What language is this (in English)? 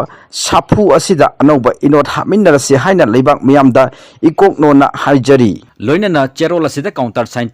Manipuri